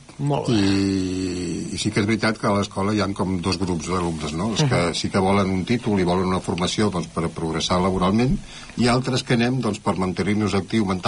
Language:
Catalan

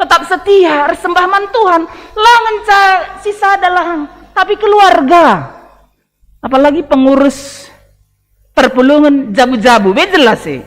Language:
Batak Karo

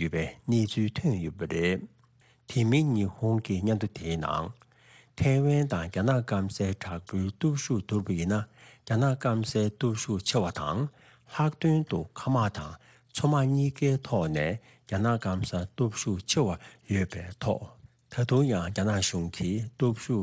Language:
Tibetan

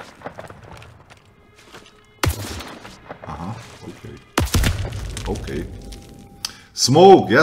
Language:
Czech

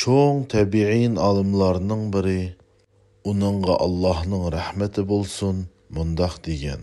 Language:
Uyghur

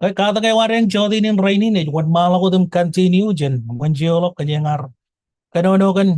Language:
Marshallese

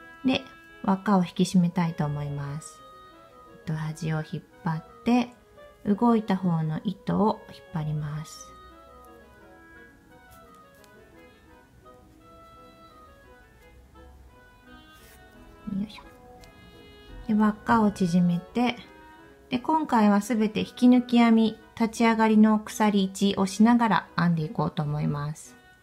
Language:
Japanese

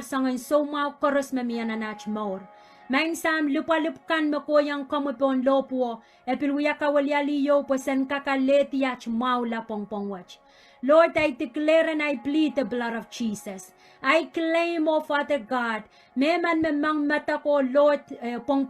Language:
Pohnpeian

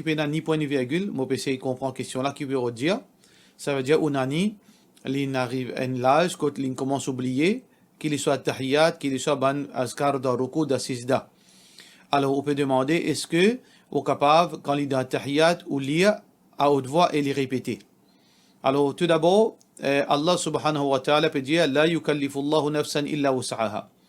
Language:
Morisyen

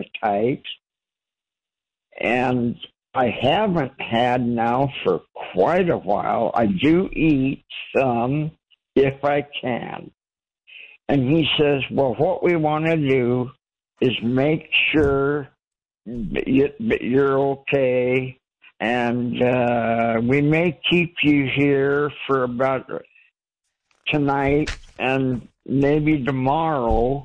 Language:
English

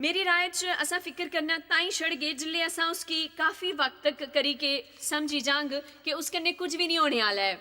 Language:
Dogri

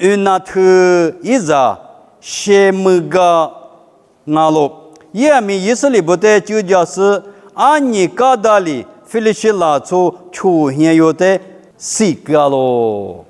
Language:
Lisu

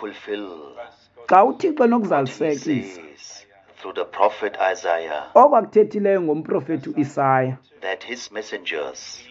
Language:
Xhosa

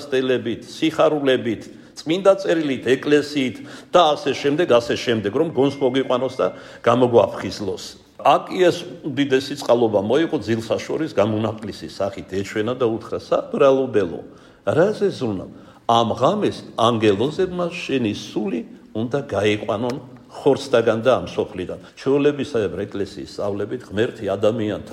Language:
Georgian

